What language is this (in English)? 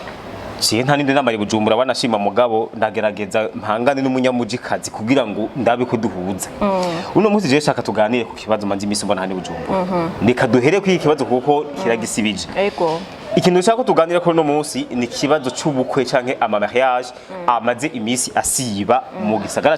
Rundi